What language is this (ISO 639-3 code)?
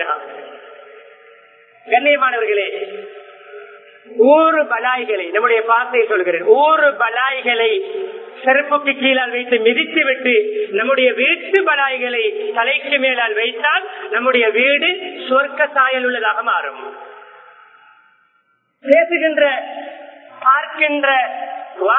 tam